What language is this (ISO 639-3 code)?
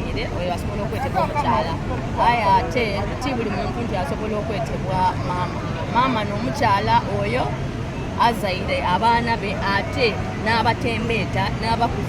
xog